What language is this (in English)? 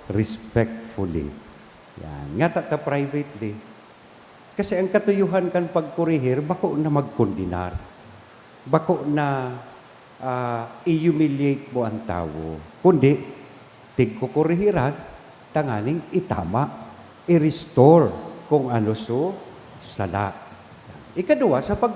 Bikol